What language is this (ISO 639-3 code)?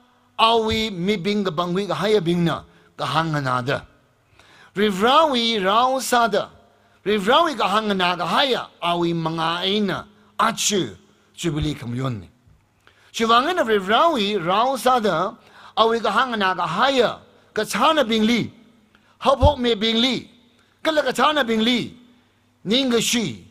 nmf